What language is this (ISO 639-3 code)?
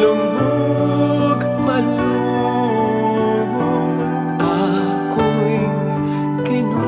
pam